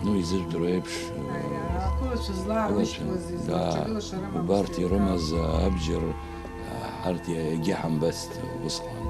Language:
Abkhazian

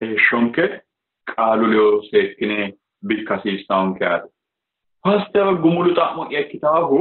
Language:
Sidamo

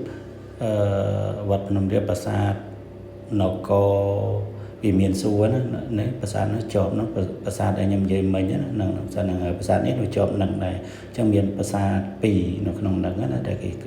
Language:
Khmer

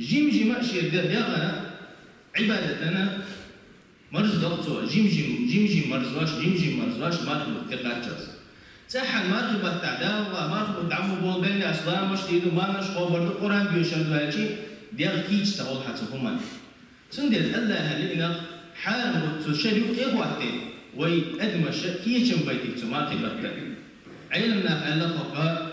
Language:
Chechen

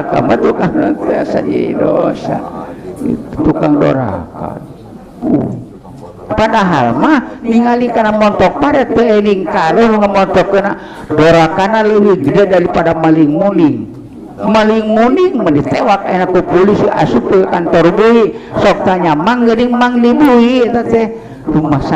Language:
Sundanese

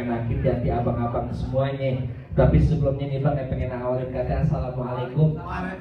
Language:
Betawi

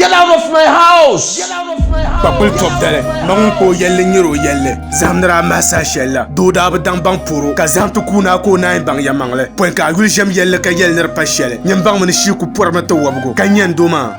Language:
Dagbani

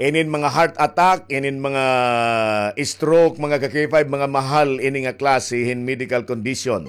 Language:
Waray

